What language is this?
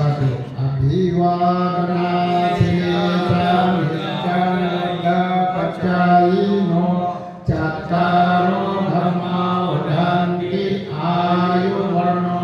Pali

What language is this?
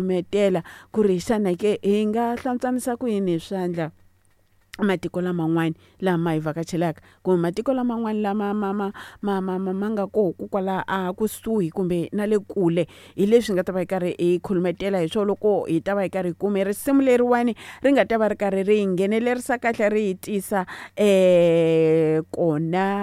Tsonga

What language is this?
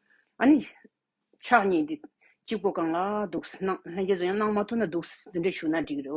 Tibetan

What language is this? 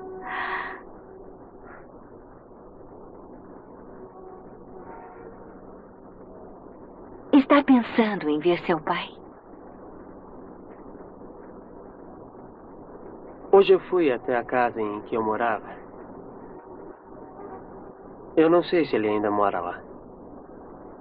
Portuguese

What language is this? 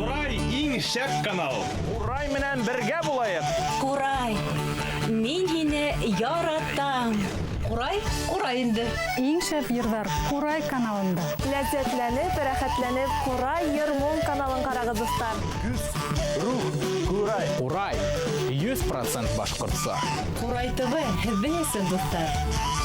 Bashkir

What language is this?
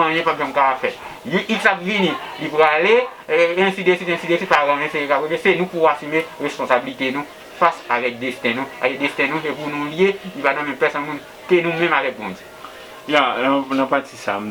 Haitian Creole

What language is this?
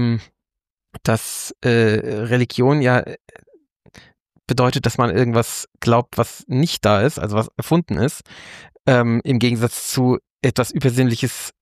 German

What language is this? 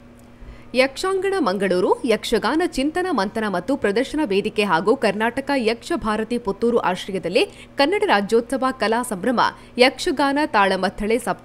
Kannada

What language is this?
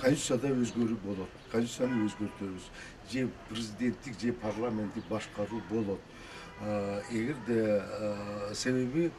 Kyrgyz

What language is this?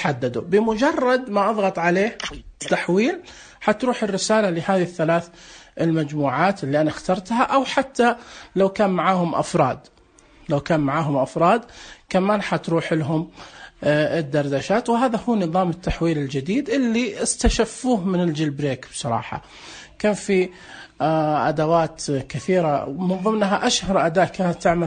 Najdi Arabic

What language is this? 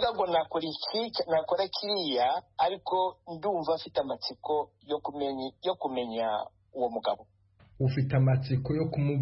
Kinyarwanda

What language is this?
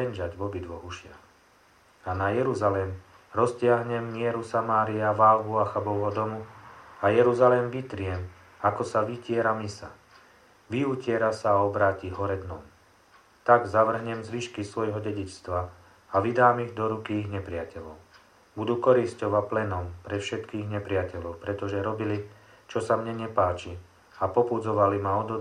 Slovak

